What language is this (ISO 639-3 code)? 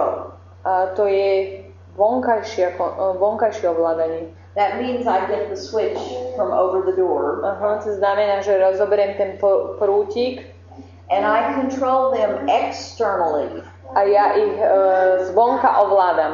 slk